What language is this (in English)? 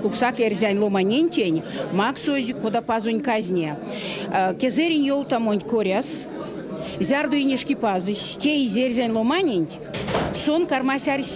Erzya